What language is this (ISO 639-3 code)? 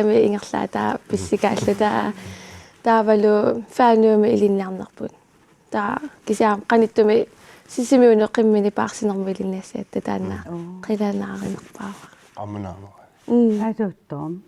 kal